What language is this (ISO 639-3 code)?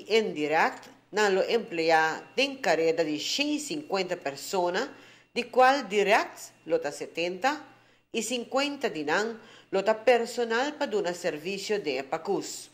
pap